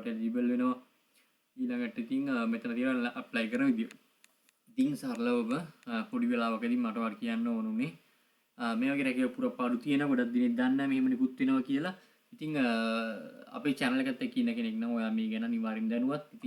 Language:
Sinhala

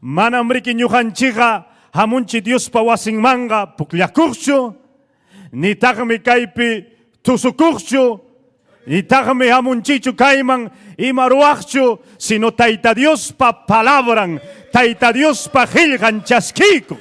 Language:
Ayacucho Quechua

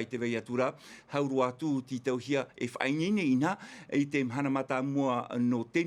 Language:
Tahitian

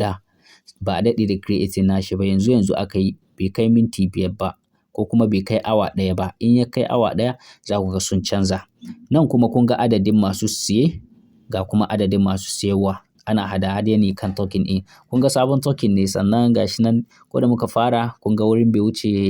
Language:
Hausa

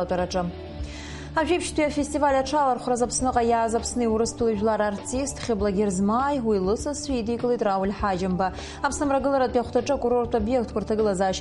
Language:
Abkhazian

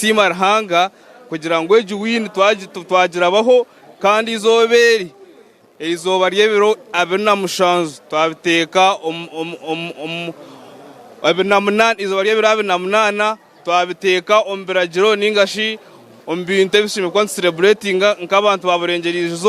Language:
Nyankole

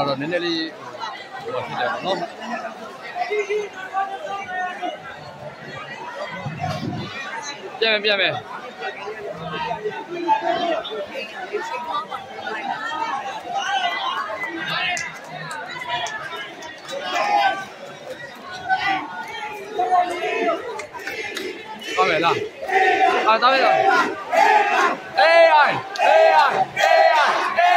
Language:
Burmese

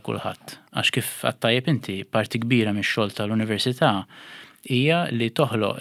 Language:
Maltese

